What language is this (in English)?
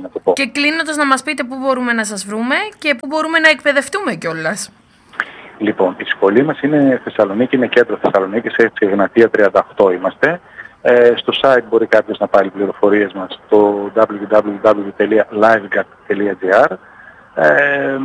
Greek